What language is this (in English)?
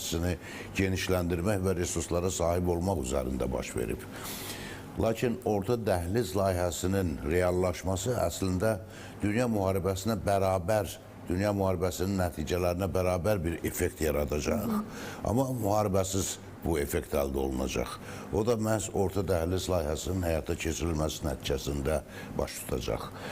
Azerbaijani